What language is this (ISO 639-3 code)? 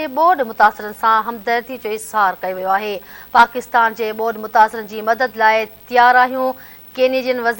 snd